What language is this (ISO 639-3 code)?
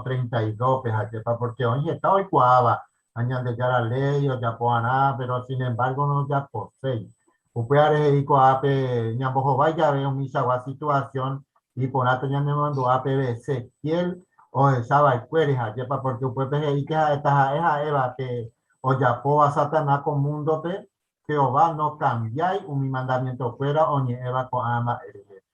grn